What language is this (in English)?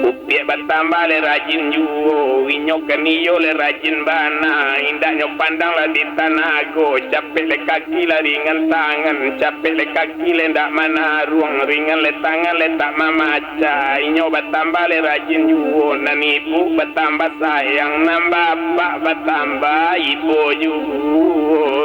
Minangkabau